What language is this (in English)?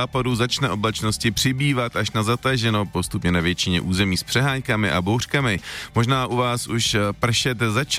Czech